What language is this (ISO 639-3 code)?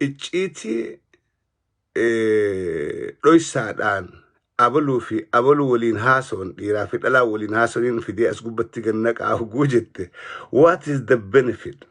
orm